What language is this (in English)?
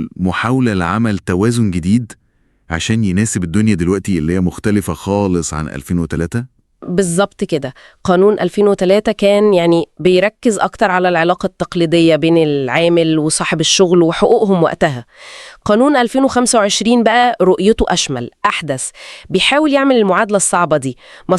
Egyptian Arabic